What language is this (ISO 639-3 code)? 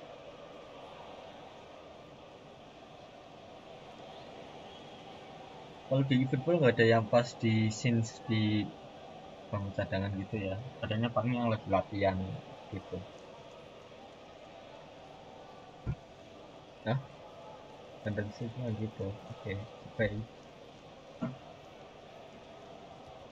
ind